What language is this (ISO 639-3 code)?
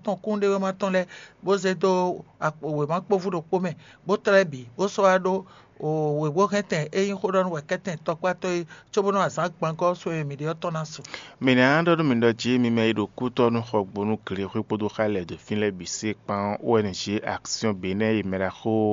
fon